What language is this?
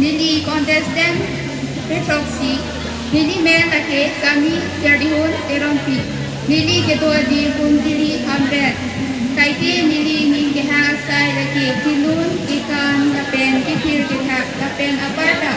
Karbi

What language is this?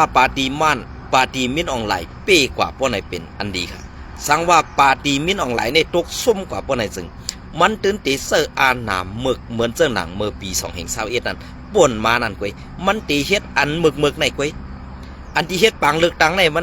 Shan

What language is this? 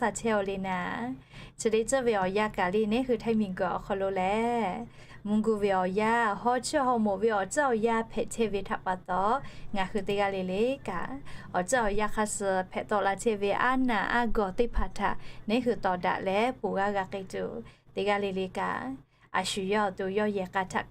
Lahu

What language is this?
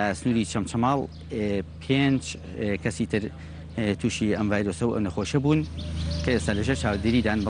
Central Kurdish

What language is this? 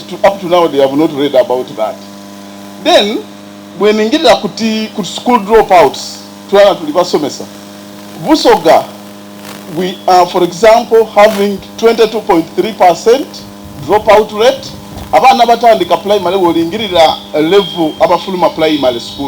Soga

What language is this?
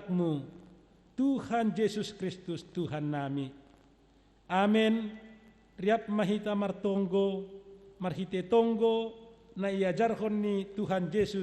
Batak Simalungun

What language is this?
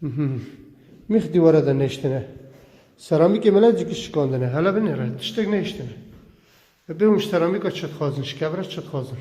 Kurdish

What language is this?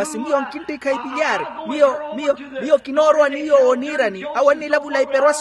Makhuwa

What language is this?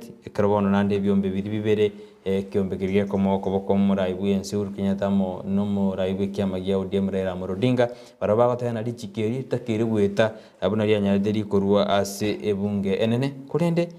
Gusii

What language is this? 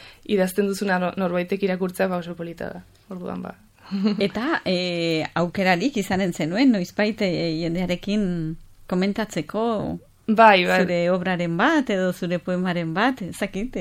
Basque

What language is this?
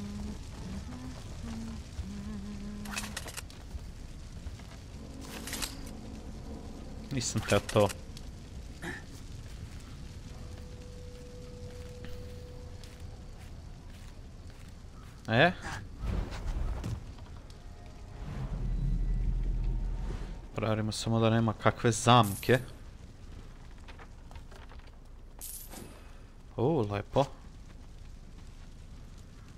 Croatian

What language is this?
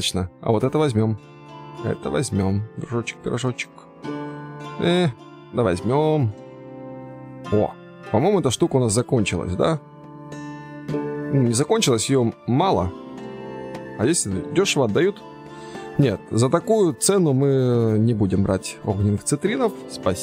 Russian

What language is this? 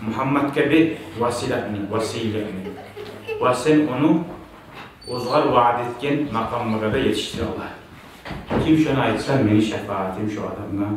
Kumyk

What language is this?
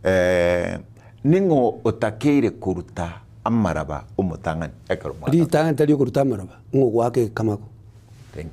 Gusii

